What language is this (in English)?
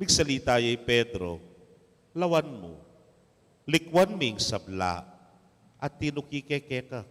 Pampanga